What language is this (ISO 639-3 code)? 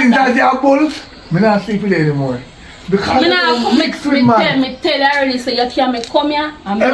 jam